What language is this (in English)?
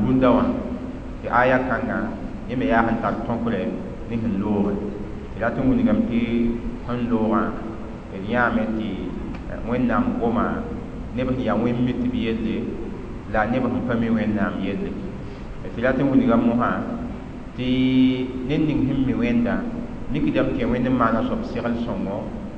Mossi